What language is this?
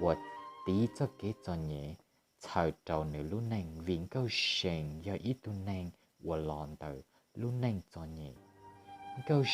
Hmong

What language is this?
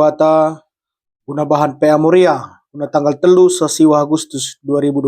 Batak Karo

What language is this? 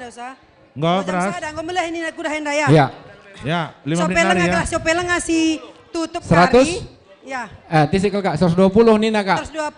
Batak Karo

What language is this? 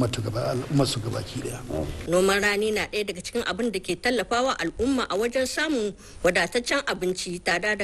Hausa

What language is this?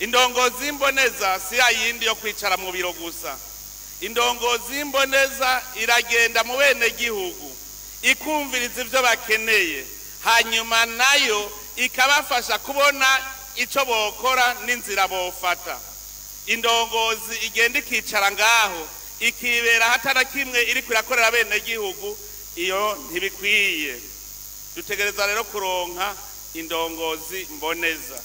Rundi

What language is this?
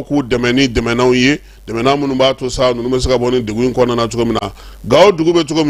Bambara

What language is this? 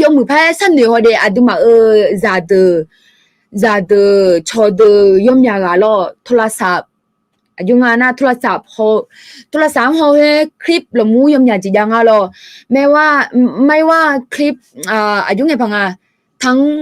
Akha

